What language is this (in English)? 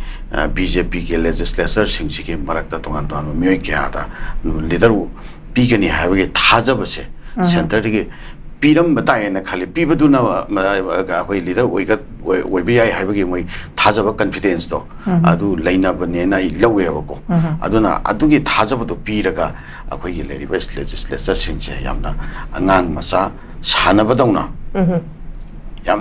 Manipuri